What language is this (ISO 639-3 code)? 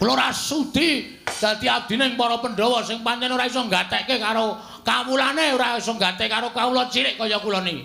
jav